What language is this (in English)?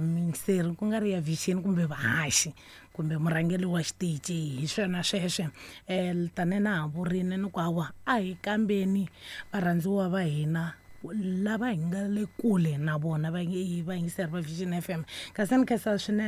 Tsonga